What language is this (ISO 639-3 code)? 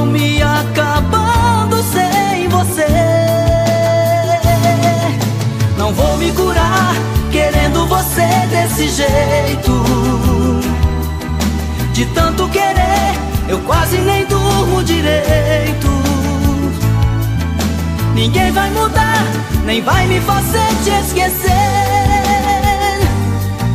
por